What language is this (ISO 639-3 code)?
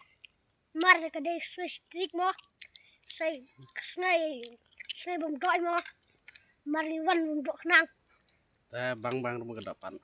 kha